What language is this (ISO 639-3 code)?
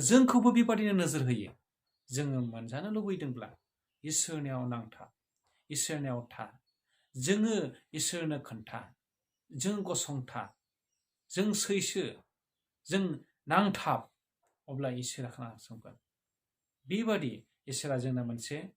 brx